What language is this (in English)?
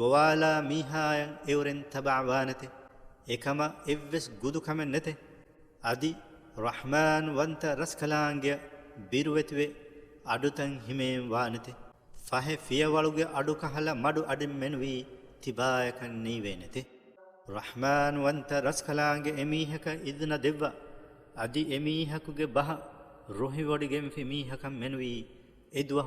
Divehi